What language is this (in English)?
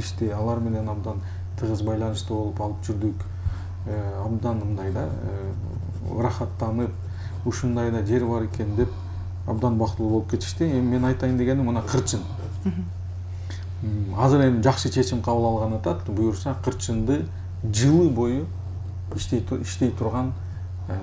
Kyrgyz